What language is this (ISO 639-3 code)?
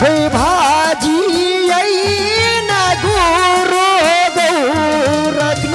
anp